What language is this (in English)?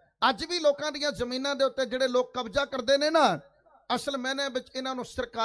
Punjabi